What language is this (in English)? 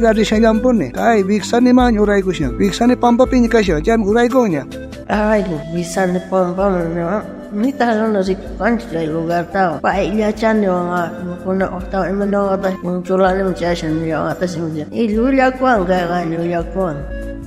South Bolivian Quechua